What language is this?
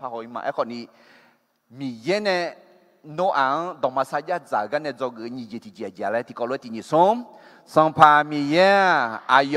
Akha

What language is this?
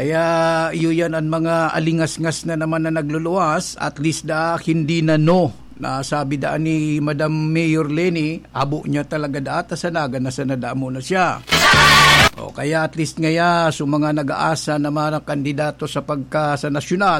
Bikol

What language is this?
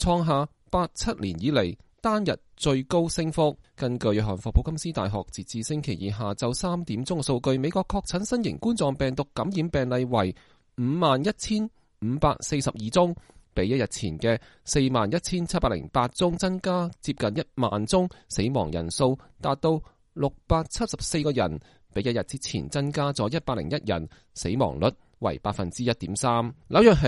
Cantonese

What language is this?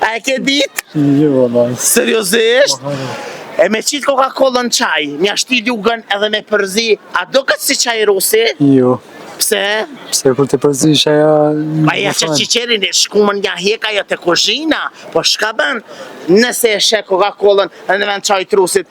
Albanian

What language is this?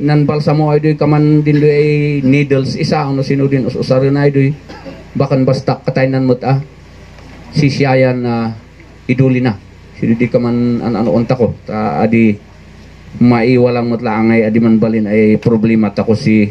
Kankanaey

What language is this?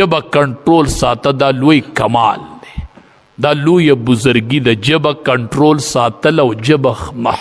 Pashto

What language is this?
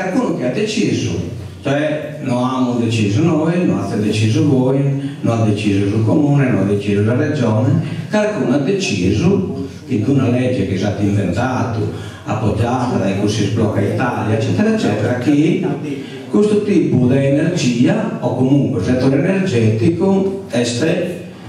Sardinian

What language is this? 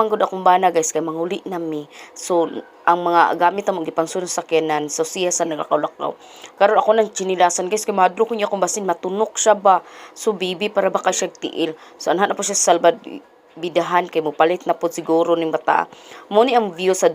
Cebuano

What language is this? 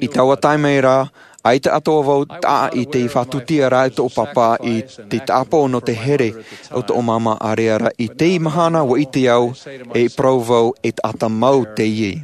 Tahitian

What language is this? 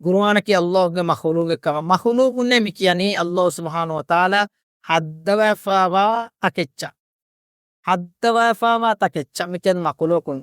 Divehi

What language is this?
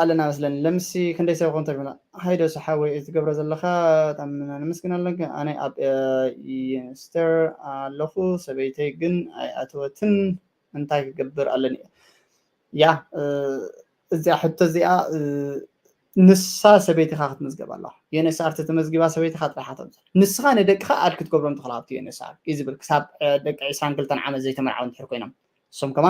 Tigrinya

